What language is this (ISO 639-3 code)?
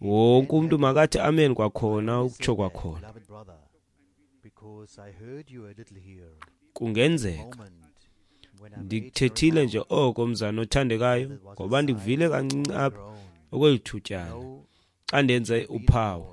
xho